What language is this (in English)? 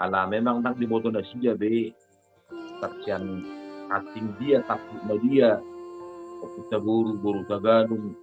Batak Toba